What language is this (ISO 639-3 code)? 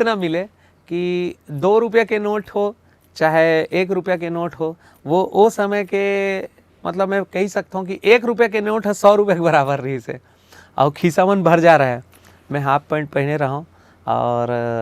hne